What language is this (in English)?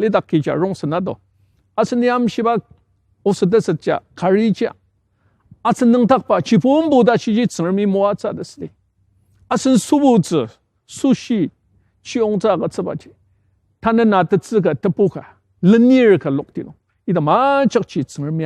Ao Naga